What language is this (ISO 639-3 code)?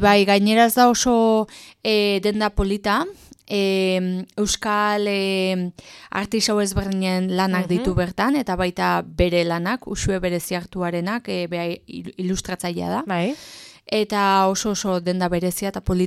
eus